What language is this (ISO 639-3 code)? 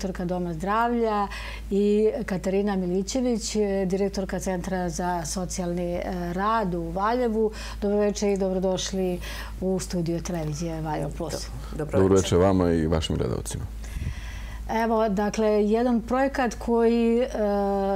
srp